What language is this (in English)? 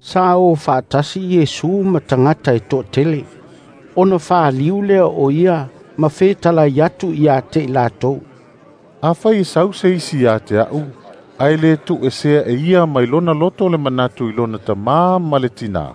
Samoan